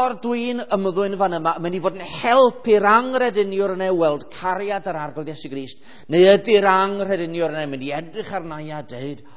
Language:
Welsh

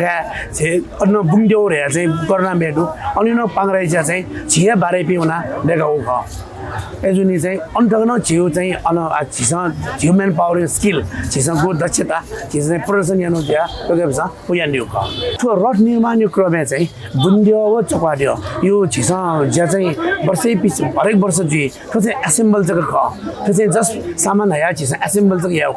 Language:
Newari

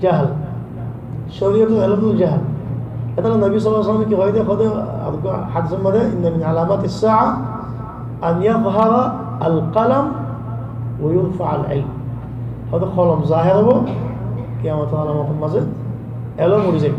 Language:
Rohingya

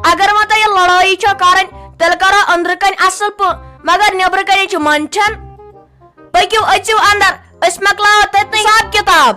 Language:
Kashmiri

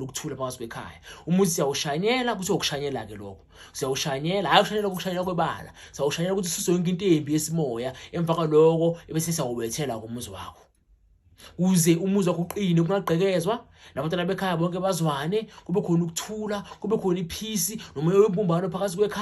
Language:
Zulu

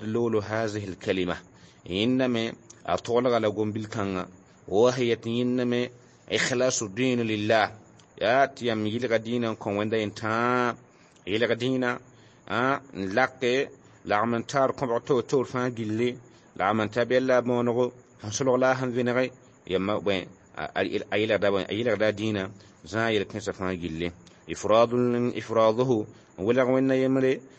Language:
Mossi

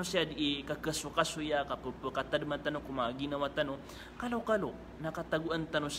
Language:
Maranao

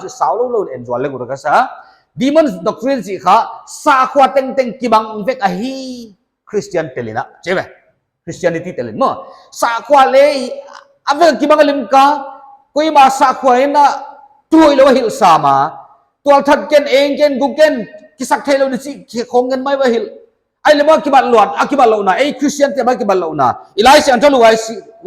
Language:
Paite Chin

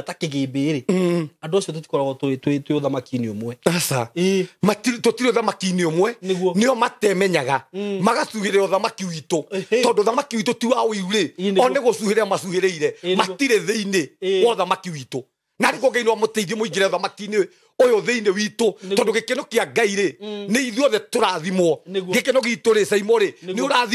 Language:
Kikuyu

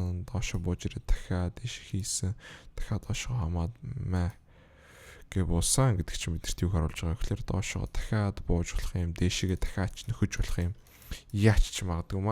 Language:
Mongolian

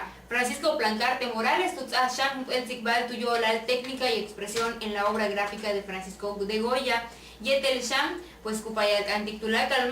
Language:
Yucateco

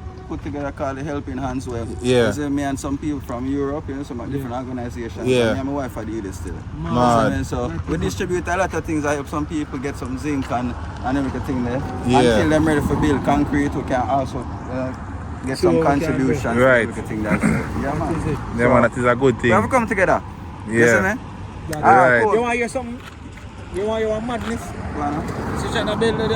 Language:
Jamaican Creole English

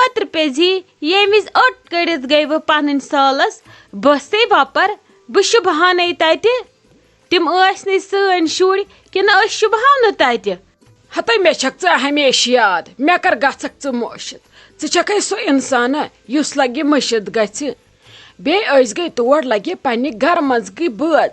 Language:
Kashmiri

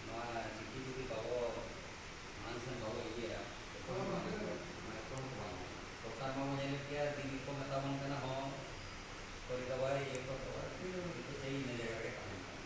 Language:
Santali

